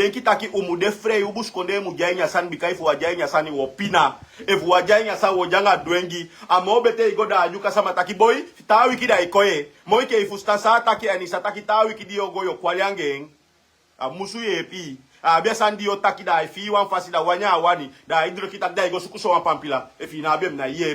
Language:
Sranan Tongo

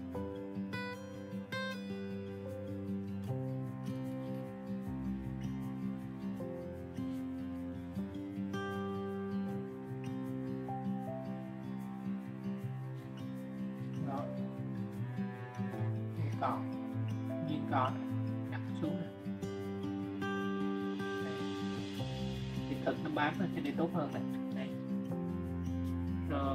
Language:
Vietnamese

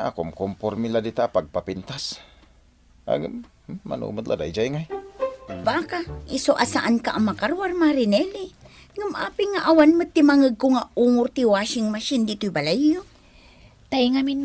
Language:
Iloko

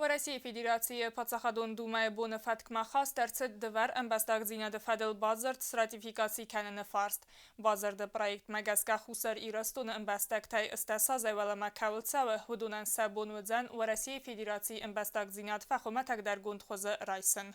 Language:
Ossetic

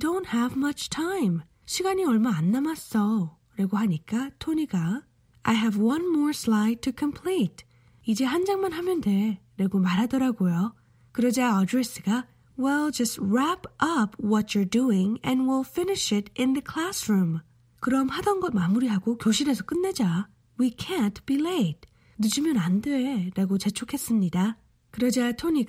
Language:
Korean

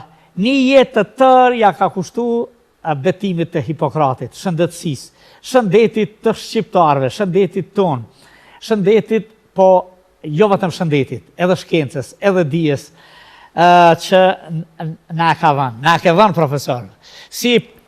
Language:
Albanian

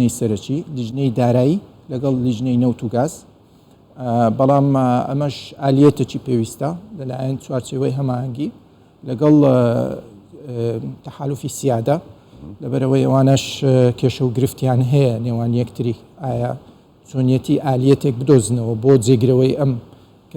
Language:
Central Kurdish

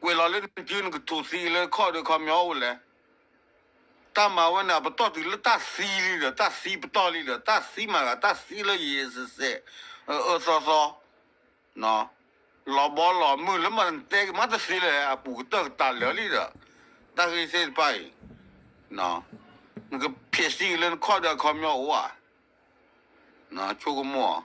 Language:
S'gaw Karen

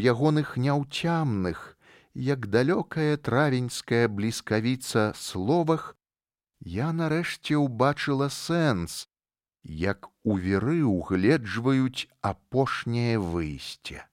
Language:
Belarusian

